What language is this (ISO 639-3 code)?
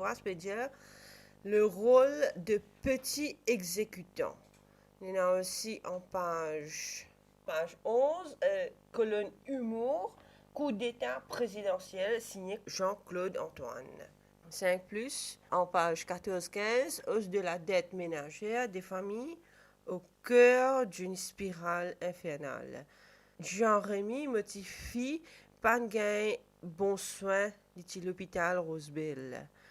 mfe